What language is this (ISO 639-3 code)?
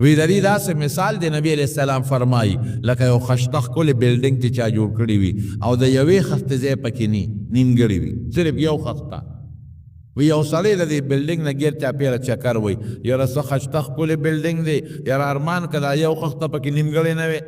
pus